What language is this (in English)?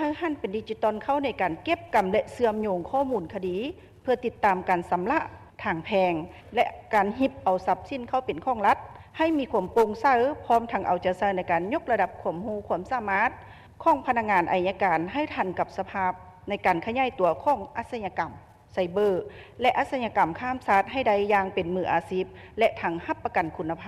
Lao